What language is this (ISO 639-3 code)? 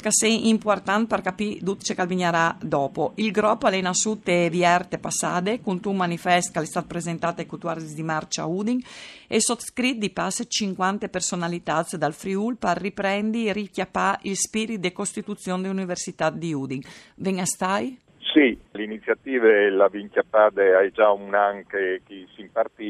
fur